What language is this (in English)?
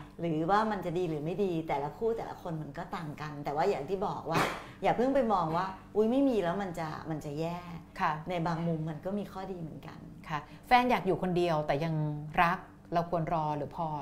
Thai